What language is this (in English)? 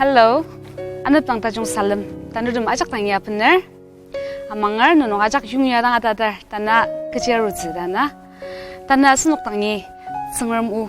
Ao Naga